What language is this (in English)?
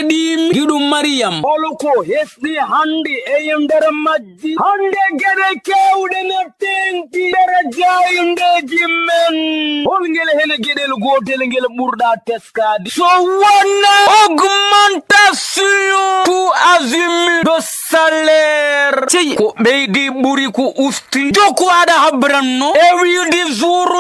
Fula